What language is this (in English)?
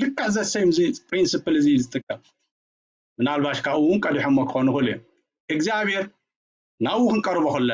Tigrinya